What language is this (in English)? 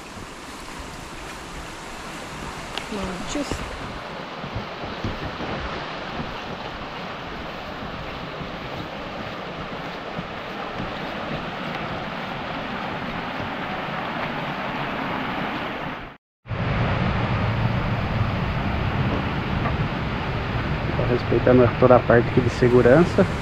Portuguese